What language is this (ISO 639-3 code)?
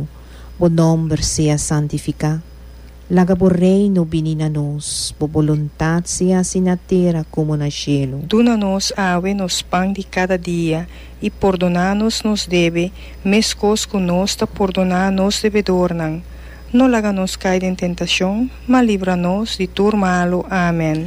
pap